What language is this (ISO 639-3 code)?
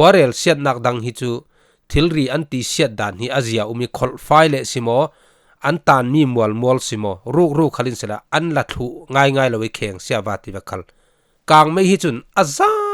cfm